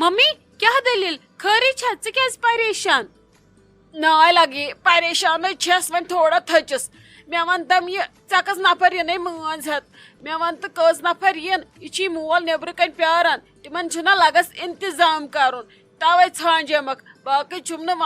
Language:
Kashmiri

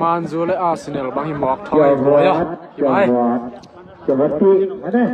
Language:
Tedim Chin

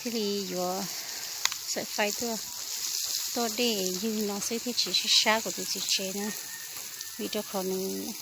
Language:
Hmong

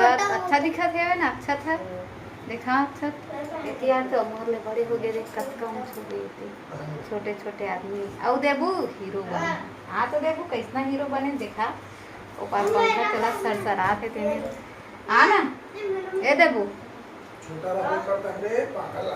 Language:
Chhattisgarhi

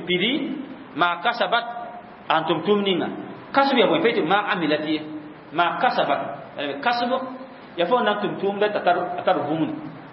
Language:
Mossi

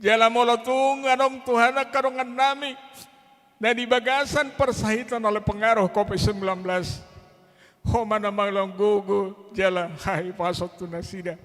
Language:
Batak Toba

